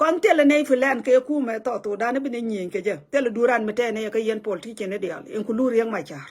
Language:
Nuer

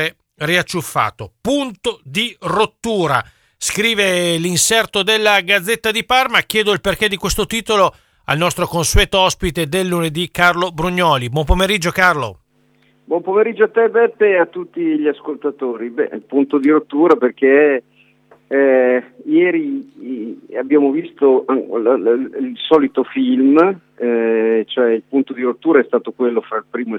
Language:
Italian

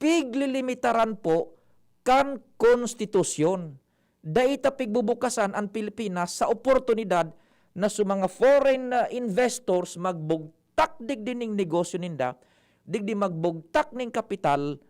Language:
Bikol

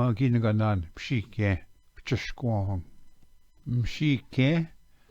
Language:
Ojibwa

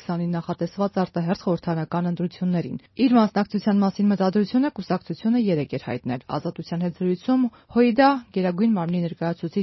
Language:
Armenian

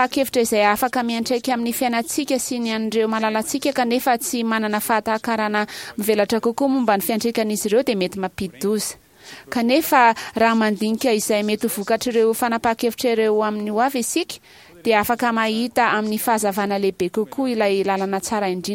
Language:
Malagasy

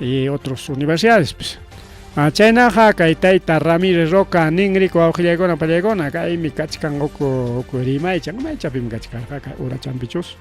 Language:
Ayacucho Quechua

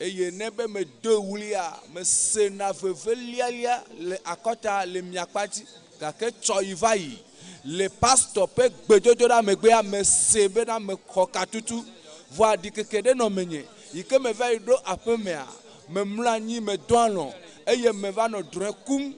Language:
Ewe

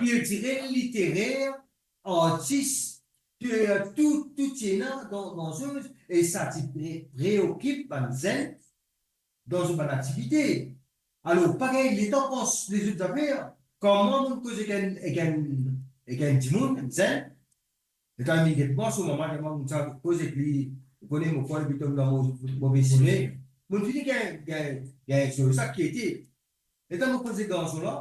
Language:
Morisyen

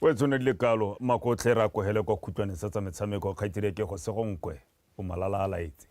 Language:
Tswana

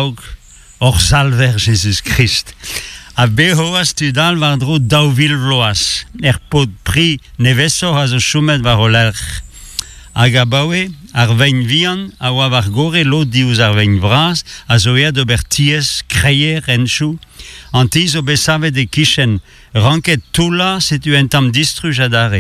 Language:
Breton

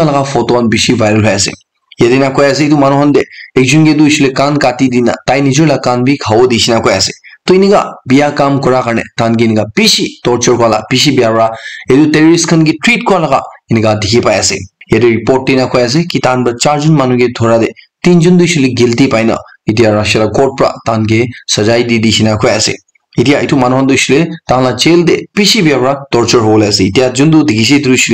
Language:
Naga Pidgin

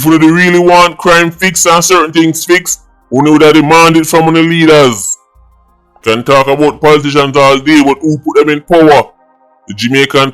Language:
Jamaican Creole English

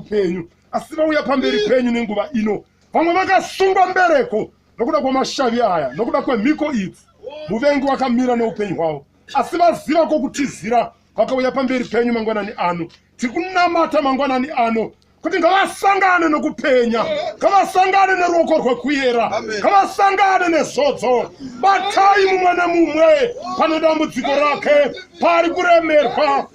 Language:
Shona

